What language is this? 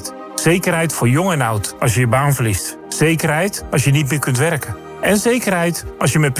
Dutch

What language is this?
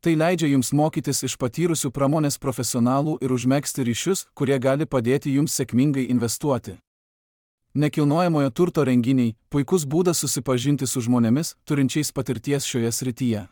Lithuanian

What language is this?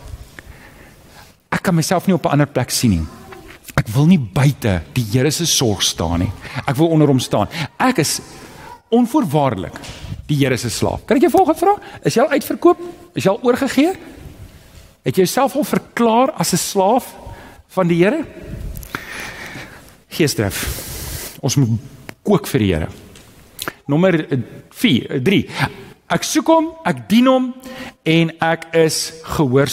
Afrikaans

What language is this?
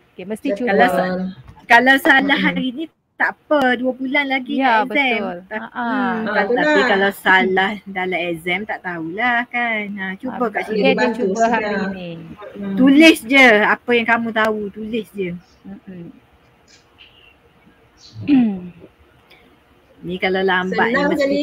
Malay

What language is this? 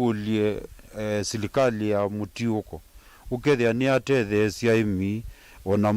Kamba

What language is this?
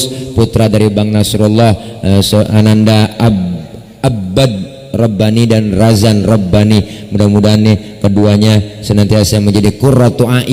Betawi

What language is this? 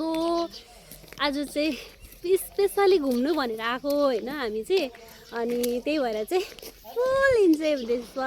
Nepali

